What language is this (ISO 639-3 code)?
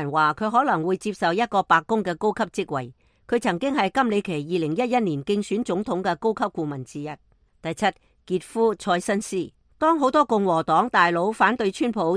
yue